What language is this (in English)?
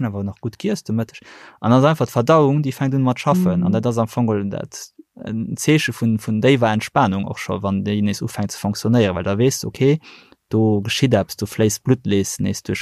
Luxembourgish